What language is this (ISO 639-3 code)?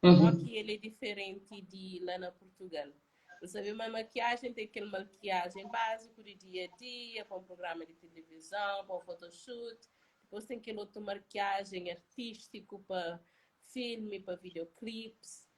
kea